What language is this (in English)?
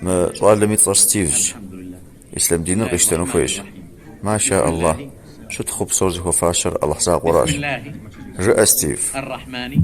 Kabardian